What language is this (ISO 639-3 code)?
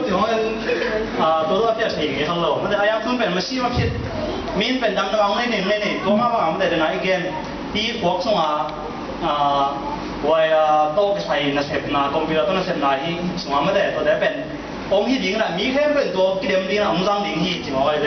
ctd